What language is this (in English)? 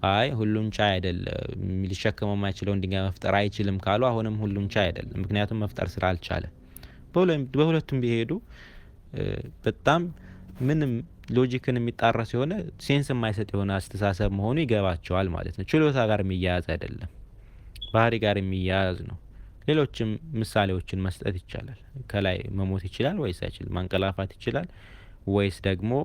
Amharic